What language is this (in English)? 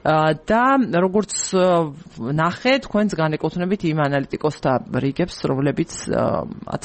Georgian